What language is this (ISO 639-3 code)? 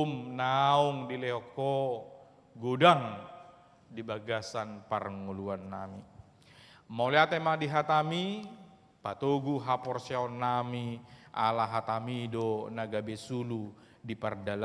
bbc